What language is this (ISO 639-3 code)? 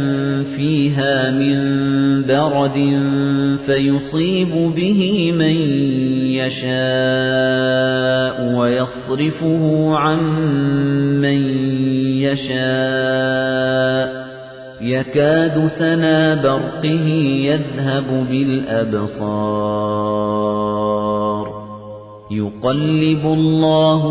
ara